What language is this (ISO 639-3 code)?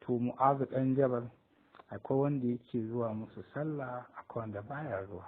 hau